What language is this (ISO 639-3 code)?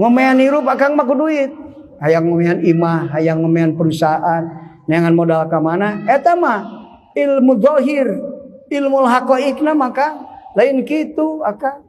sun